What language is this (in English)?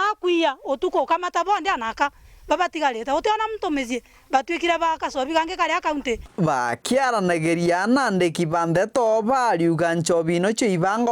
Meru